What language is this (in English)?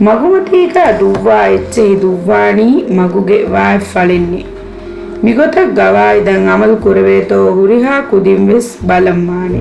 Divehi